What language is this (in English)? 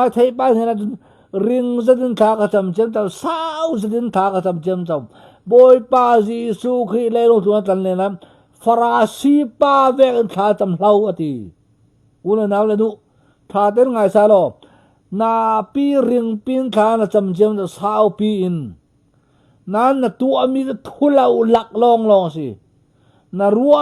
Falam Chin